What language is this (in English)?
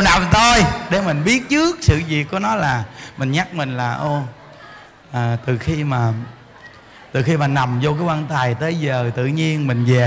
Vietnamese